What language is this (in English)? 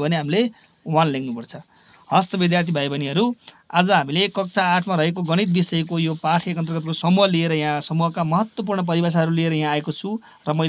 Nepali